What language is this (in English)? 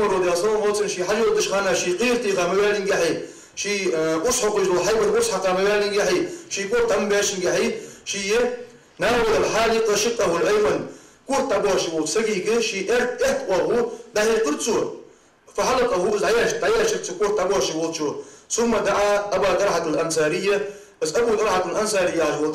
Ingush